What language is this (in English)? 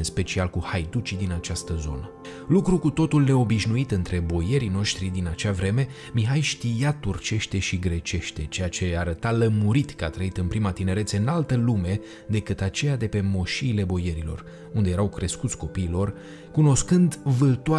Romanian